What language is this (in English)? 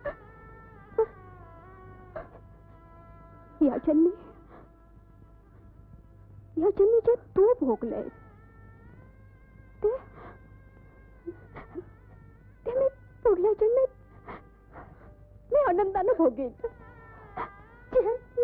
Marathi